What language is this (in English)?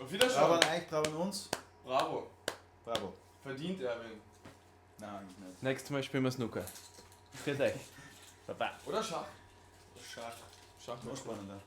Bavarian